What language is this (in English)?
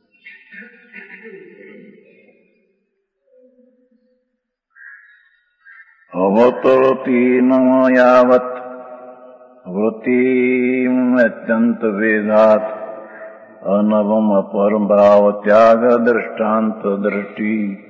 Gujarati